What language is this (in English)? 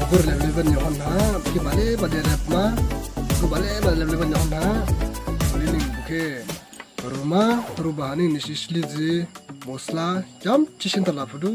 Dimasa